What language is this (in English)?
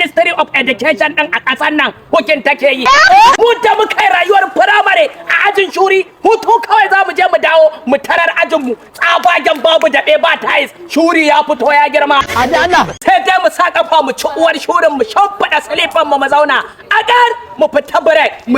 Hausa